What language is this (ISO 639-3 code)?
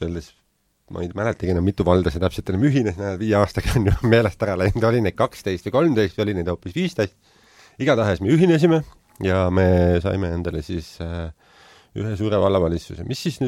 est